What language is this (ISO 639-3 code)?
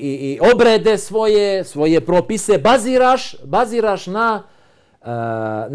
bos